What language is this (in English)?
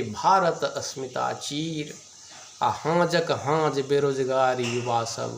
Maithili